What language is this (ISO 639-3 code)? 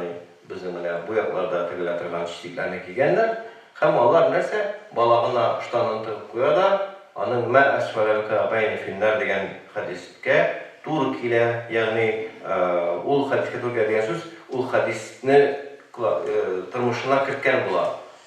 tat